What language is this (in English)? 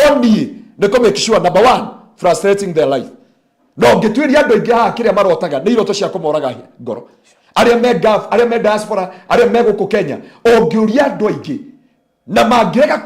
Kikuyu